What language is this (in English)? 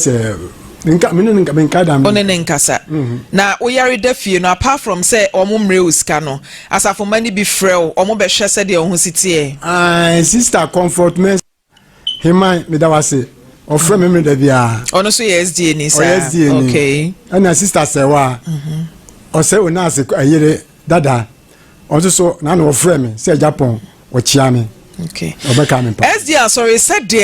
Akan